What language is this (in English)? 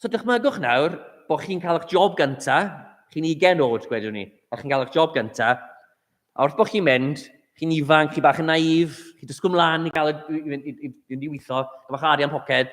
Welsh